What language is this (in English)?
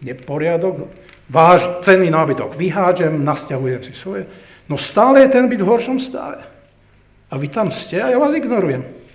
Slovak